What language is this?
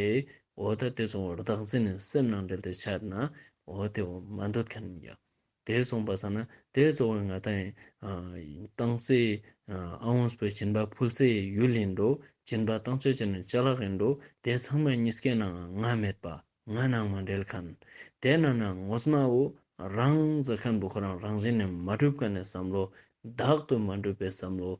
Ladakhi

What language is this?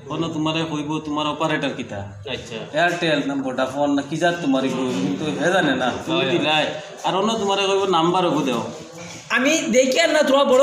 Sylheti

